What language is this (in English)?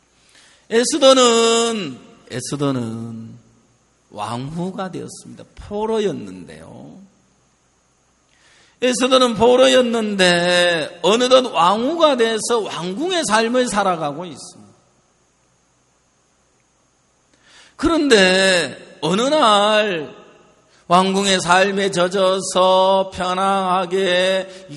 Korean